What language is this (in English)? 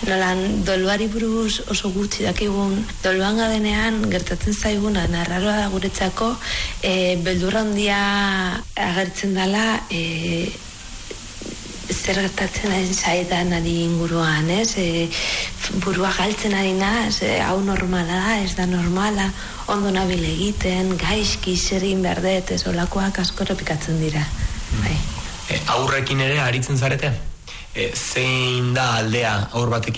Basque